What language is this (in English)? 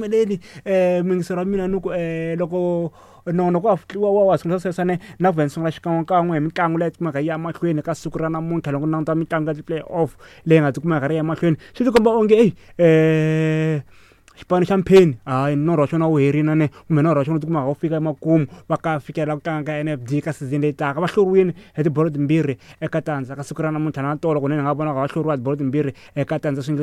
Tsonga